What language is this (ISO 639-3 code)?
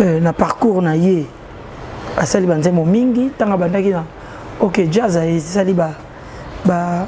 lin